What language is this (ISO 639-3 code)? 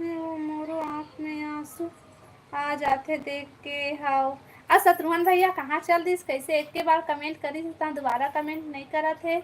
hne